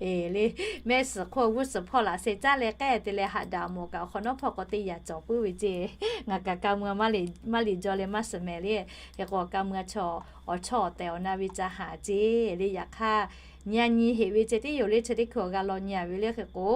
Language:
Lahu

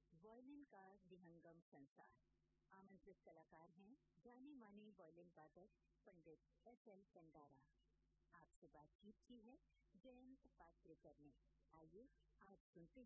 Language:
Hindi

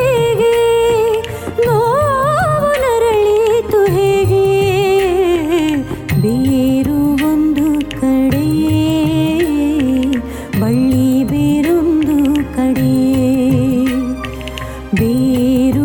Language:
Kannada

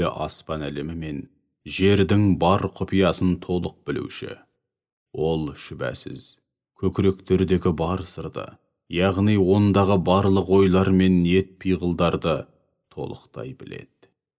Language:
Kazakh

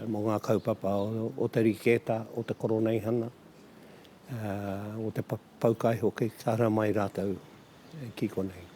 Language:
Māori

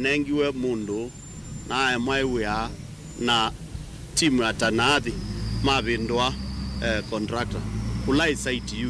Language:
Kamba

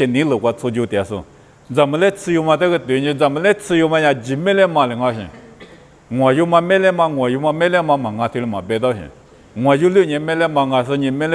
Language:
Lisu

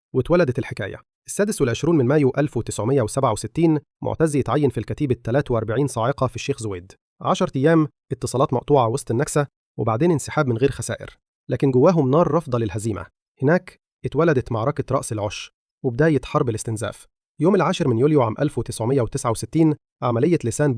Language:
Egyptian Arabic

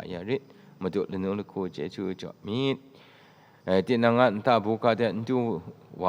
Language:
Kachin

